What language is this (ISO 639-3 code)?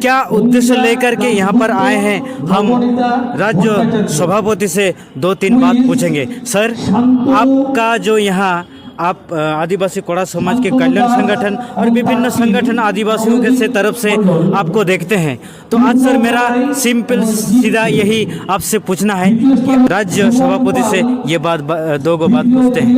sat